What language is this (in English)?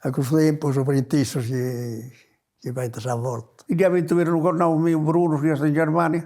Sardinian